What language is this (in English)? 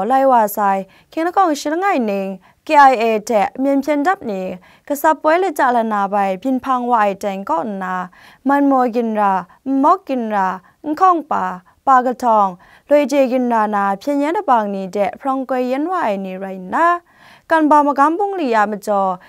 Kachin